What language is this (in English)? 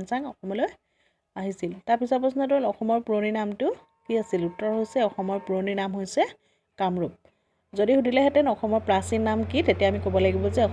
Assamese